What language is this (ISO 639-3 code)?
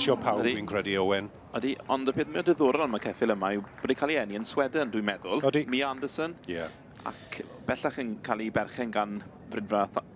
cym